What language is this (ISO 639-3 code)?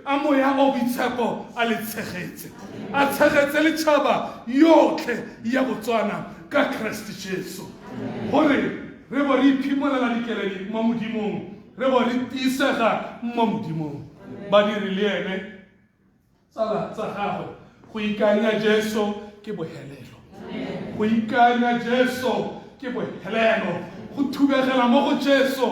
tsn